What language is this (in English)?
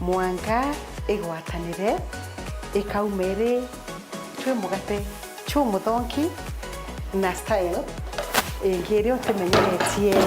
Meru